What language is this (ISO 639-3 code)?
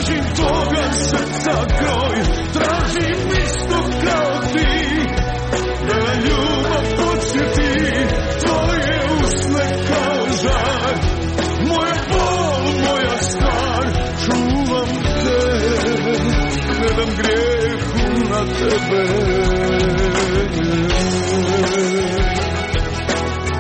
hrv